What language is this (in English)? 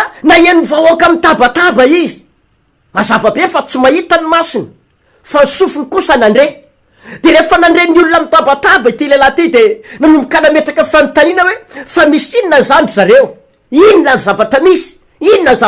Malagasy